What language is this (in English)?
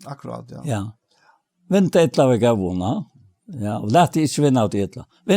Faroese